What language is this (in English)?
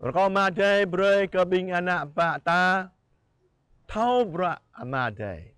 Jarai